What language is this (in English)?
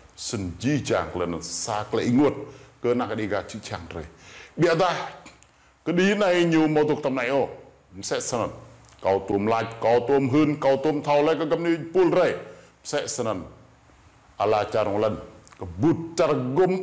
Rade